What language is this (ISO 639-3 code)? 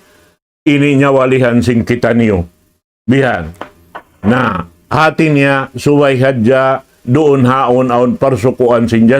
tsg